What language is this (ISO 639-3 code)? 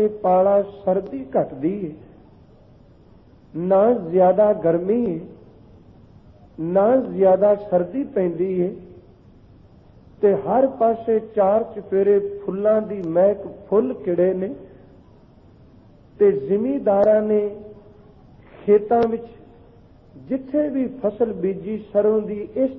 pan